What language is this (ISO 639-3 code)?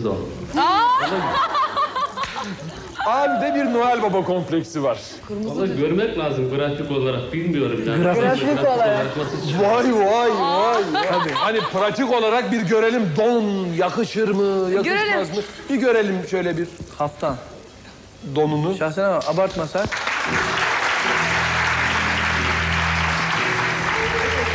tur